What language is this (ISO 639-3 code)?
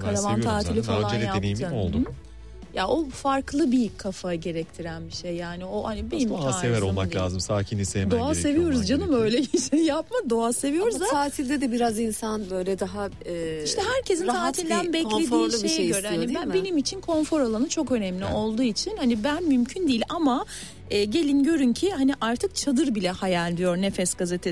tur